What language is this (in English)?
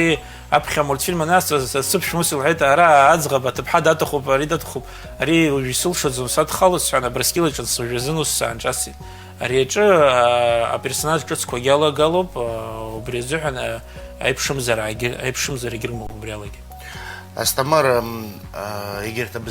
Abkhazian